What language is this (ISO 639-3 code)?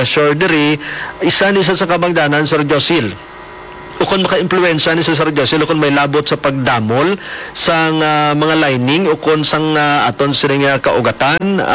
hil